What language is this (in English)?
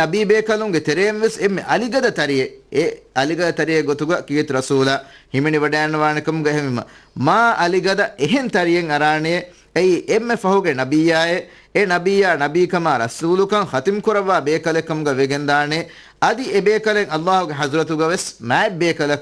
Divehi